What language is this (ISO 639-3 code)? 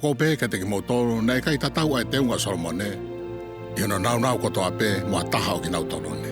ton